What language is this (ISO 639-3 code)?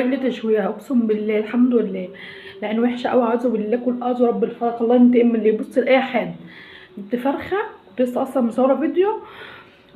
arz